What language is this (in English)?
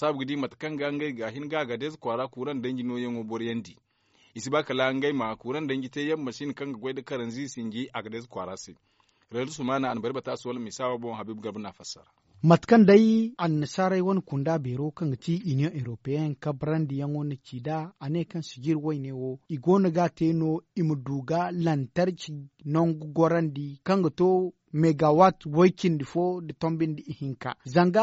Zarma